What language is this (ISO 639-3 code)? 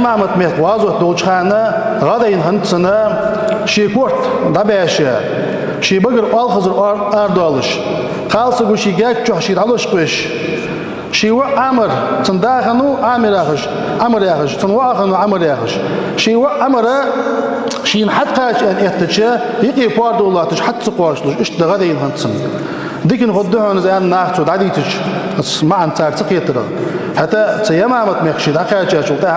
inh